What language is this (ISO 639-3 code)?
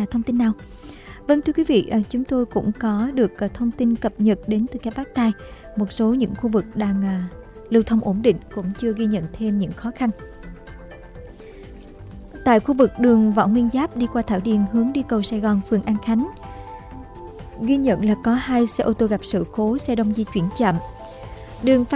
vie